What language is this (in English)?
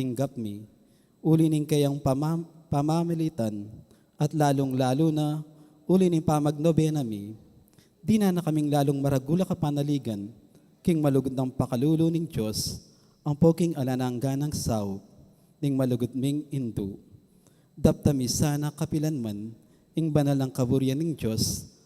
Pampanga